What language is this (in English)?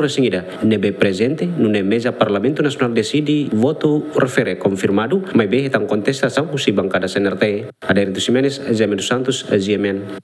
Tetum